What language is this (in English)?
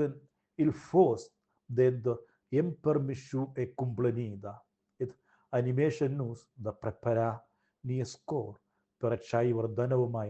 Romansh